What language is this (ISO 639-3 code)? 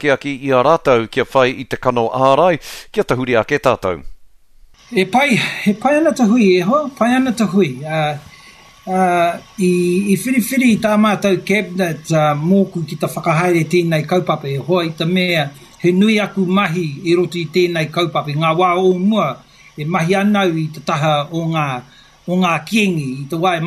mri